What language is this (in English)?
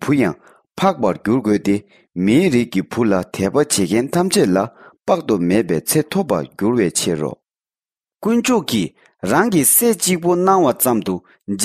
Tibetan